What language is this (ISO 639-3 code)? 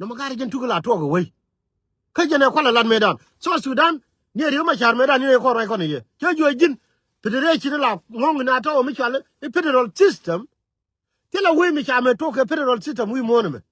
nus